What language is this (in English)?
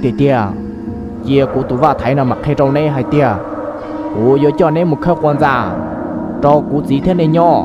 Hmong